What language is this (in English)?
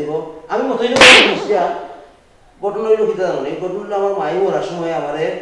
Sylheti